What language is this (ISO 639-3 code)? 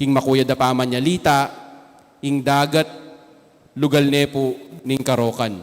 pam